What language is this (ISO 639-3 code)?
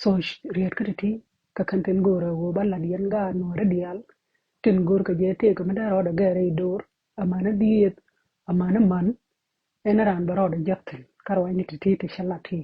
nus